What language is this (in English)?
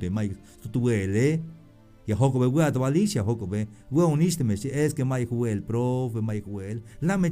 Tzeltal